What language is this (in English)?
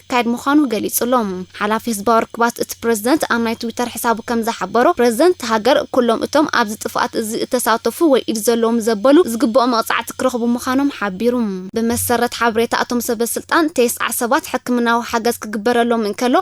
Tigrinya